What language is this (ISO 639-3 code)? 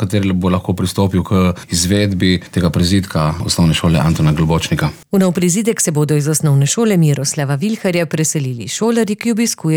slv